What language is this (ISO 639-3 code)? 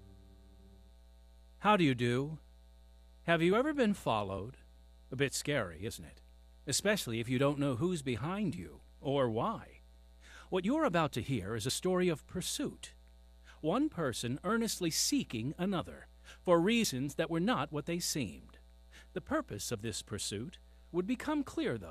eng